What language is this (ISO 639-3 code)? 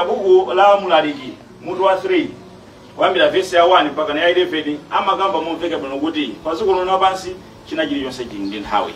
nya